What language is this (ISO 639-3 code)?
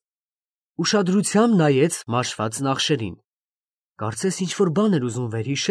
hye